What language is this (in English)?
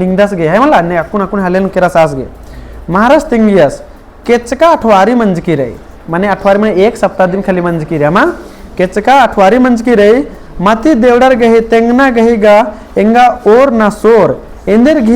Kurukh